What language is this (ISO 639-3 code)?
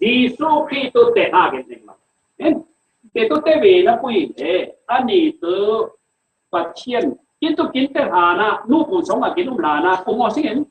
cfm